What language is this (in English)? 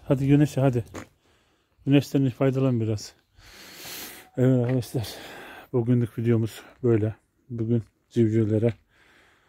Turkish